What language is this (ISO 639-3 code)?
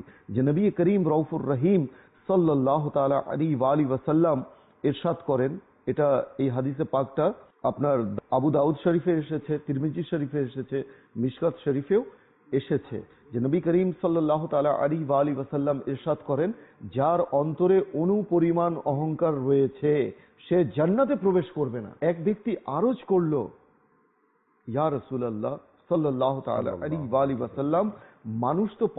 ben